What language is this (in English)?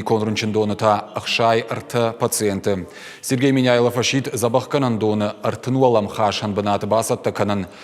Ossetic